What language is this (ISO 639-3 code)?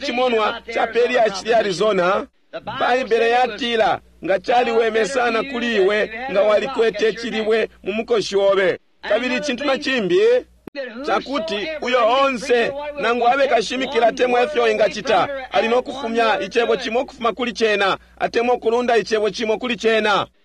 bem